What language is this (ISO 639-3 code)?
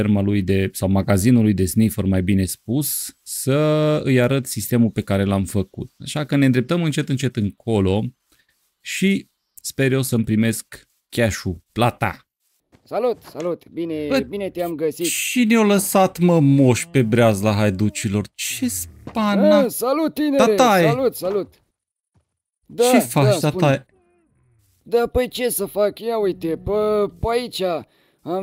ron